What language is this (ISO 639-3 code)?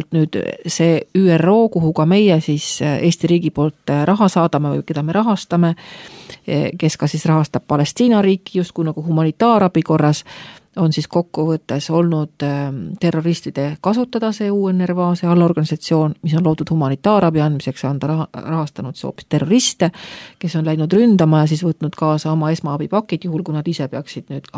est